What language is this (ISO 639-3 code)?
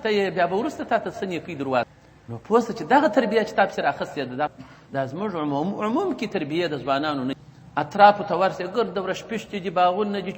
pus